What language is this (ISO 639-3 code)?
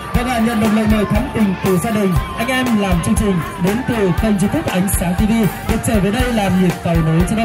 vie